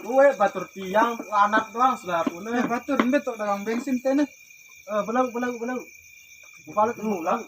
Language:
Sasak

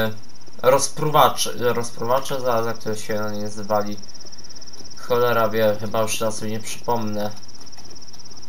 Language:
Polish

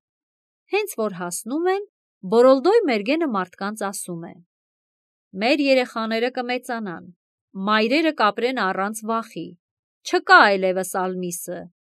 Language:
Armenian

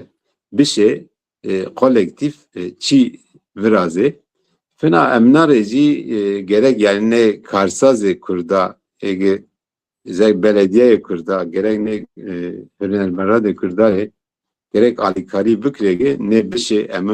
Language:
Zaza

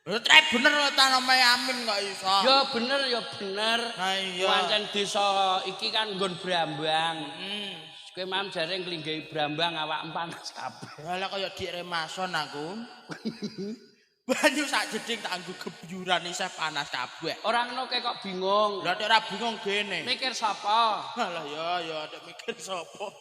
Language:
Javanese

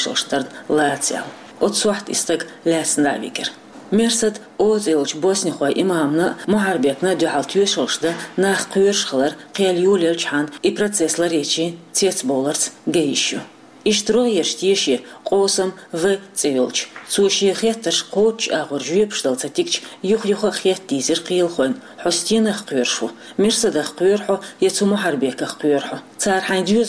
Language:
Chechen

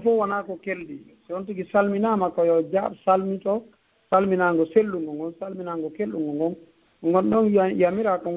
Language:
Fula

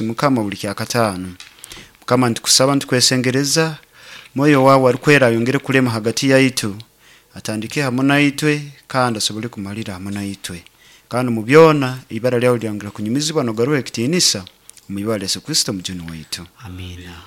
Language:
Nyoro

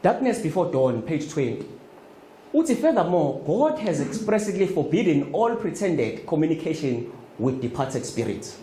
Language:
Zulu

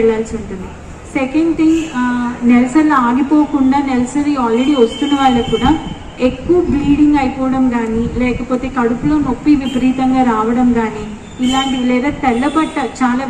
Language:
Telugu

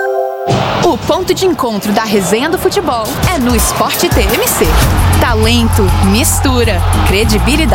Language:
Portuguese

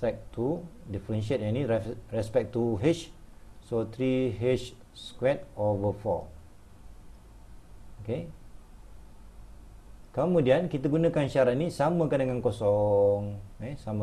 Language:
Malay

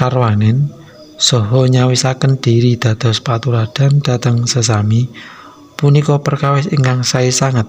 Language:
Javanese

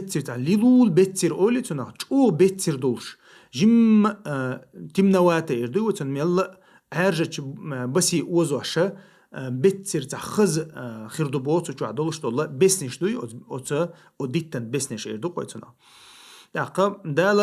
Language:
Chechen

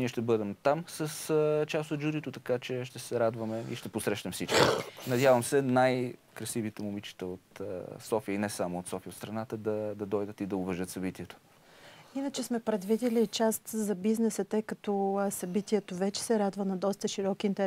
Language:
Bulgarian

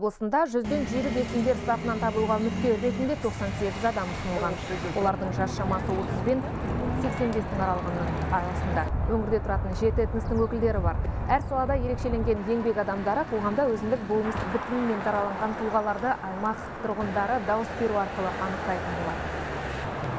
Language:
Kazakh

